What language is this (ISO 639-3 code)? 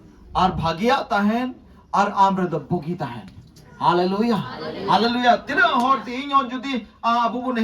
sat